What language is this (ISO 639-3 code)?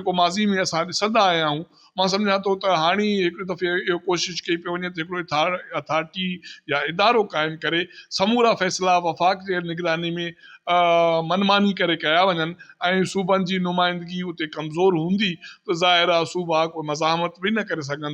snd